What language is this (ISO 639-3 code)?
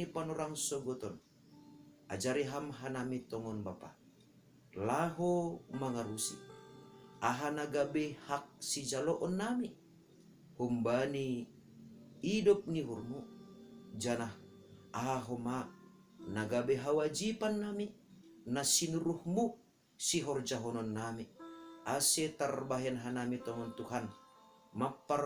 bts